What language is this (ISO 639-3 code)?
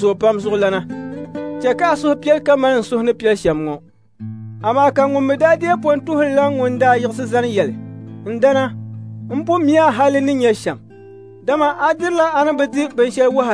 dag